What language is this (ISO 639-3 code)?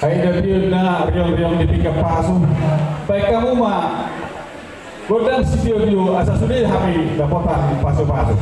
bbc